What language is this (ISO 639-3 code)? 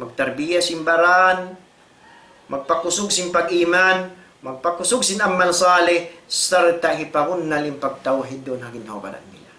tsg